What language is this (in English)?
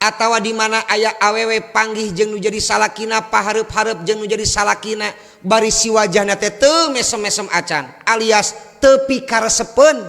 Sundanese